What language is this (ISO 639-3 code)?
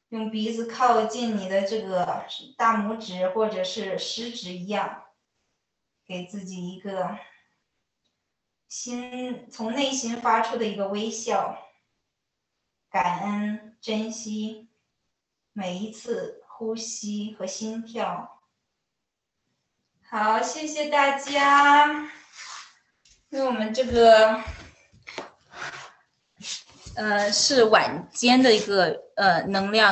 zho